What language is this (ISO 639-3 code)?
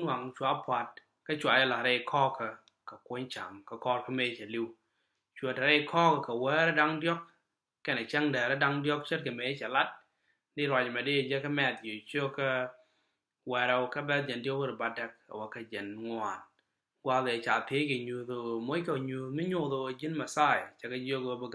nus